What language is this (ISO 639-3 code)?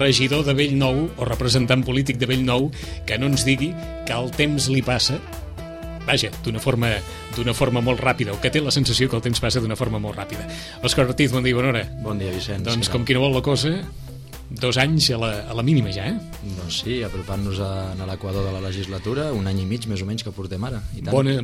cat